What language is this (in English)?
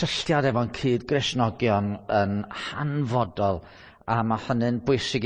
Welsh